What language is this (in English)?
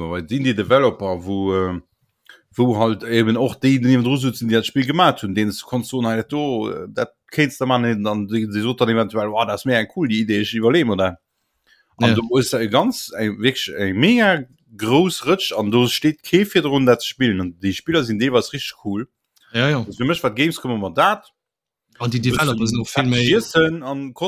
Luxembourgish